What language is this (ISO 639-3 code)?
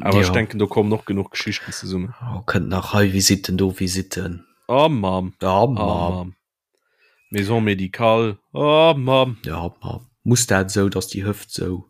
ltz